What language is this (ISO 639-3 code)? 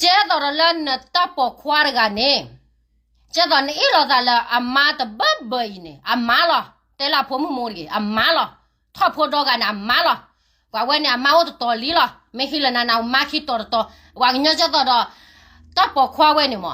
ksw